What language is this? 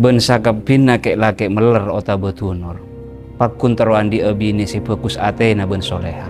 Madurese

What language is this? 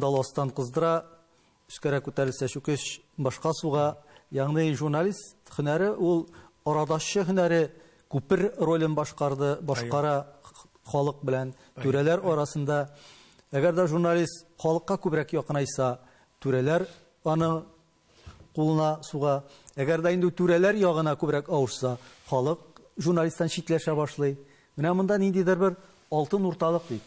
Tatar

